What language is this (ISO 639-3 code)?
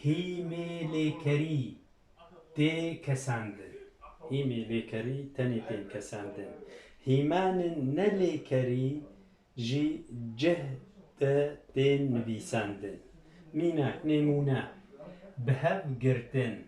kur